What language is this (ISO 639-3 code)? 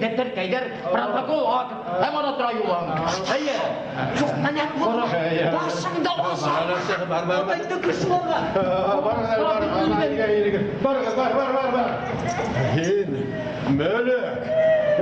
bak